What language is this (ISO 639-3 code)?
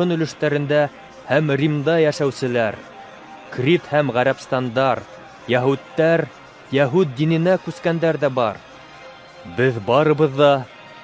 bak